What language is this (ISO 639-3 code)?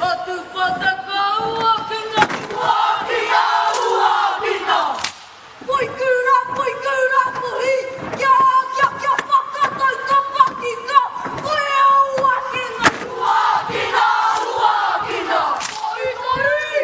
mri